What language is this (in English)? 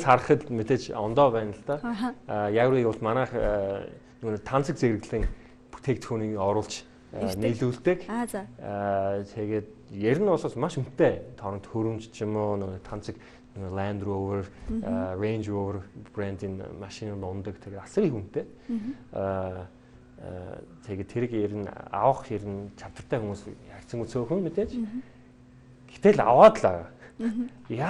Mongolian